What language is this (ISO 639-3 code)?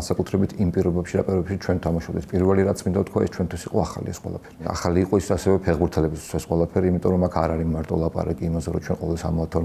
kat